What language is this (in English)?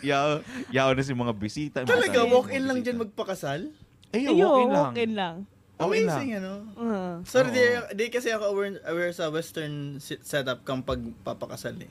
Bikol